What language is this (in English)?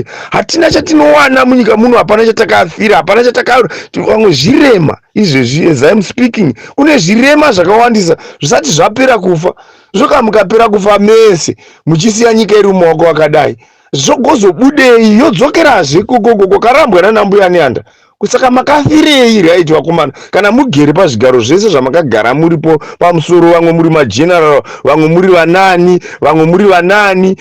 Shona